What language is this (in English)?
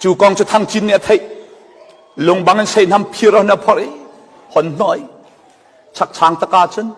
Falam Chin